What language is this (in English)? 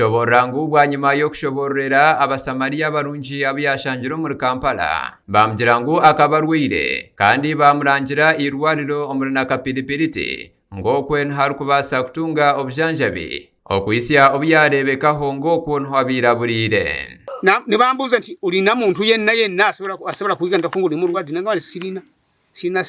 Nyankole